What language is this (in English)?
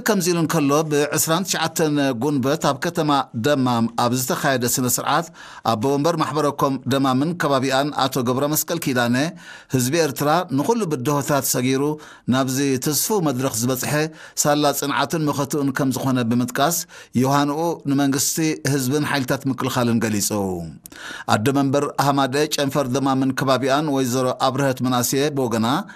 Tigrinya